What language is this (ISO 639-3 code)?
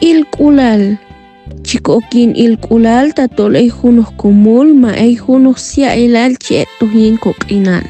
knj